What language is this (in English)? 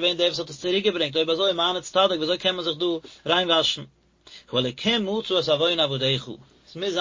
Yiddish